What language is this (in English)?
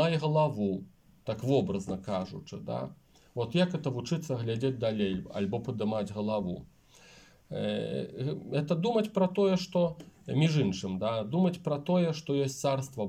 Belarusian